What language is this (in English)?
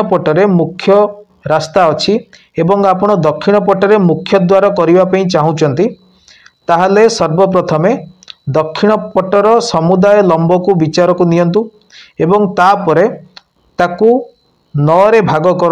Odia